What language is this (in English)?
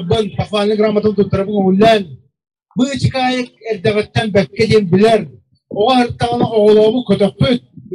Yakut